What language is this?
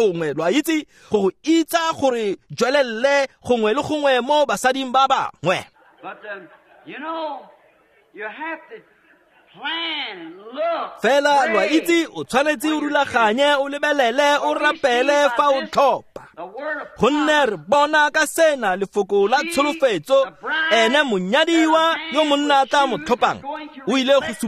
Tswana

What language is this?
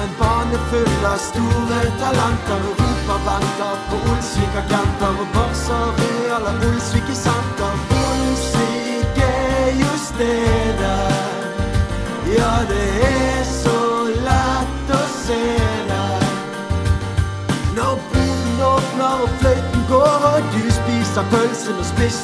Norwegian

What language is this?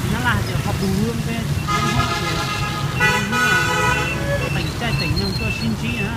Hmong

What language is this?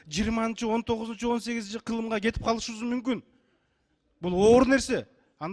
Kyrgyz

